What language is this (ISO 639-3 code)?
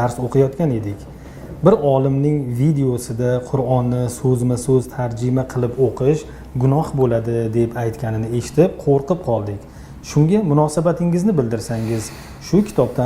uzb